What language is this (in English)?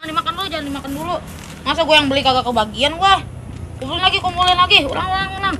Betawi